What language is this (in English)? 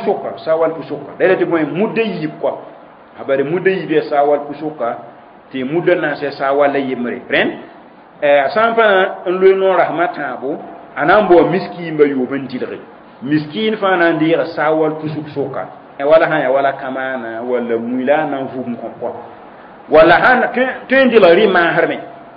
Mossi